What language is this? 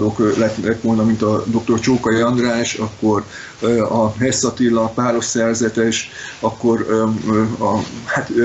Hungarian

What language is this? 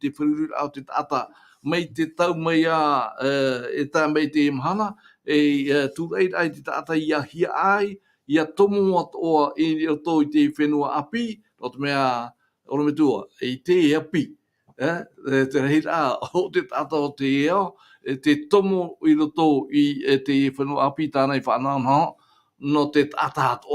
Tahitian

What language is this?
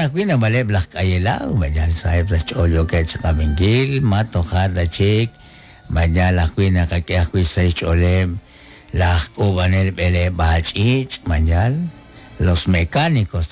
Kekchí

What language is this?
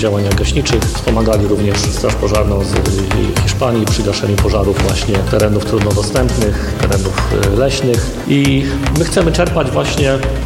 Polish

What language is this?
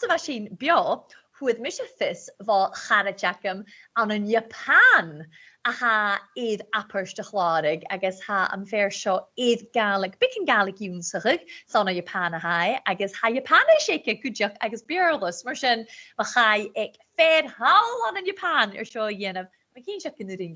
Scottish Gaelic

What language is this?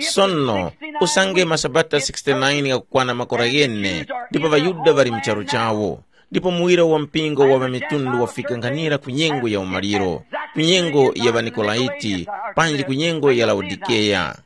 Tumbuka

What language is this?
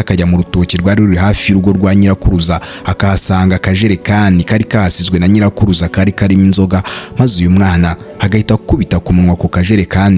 Kinyarwanda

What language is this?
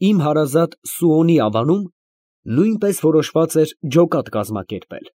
Armenian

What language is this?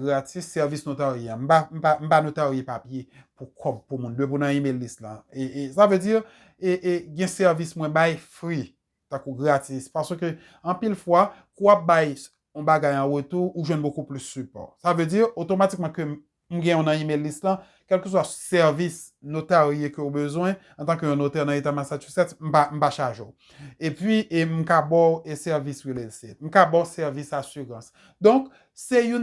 Haitian Creole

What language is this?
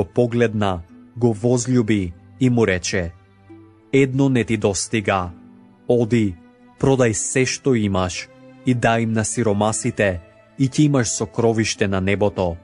Macedonian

